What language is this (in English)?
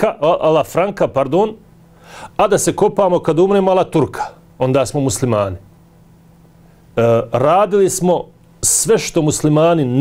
Bosnian